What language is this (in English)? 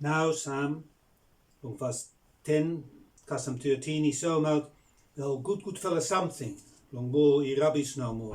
Bislama